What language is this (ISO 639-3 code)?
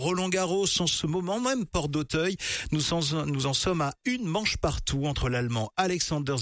fra